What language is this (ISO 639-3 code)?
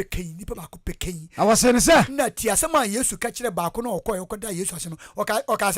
aka